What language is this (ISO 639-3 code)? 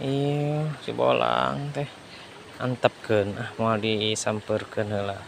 sun